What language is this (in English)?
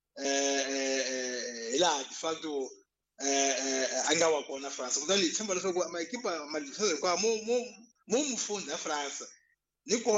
Tsonga